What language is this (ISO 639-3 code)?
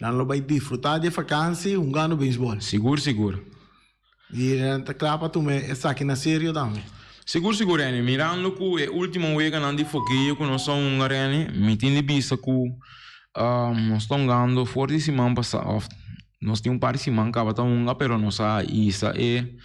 pap